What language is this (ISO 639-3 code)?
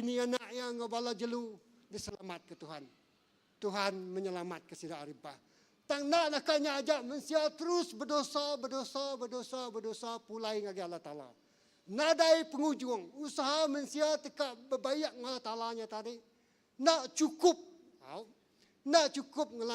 iba